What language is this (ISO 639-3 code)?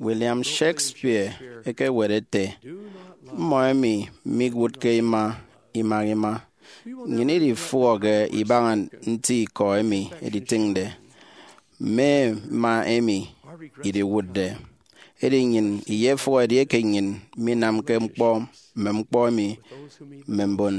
efi